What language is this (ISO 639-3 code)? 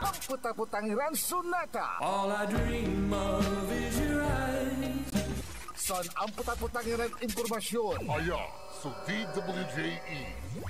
pag